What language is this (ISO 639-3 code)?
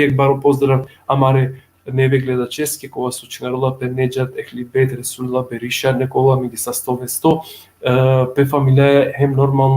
rmn